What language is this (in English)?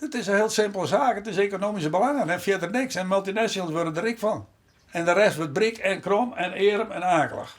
Western Frisian